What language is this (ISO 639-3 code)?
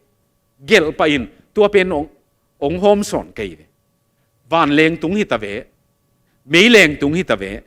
ctd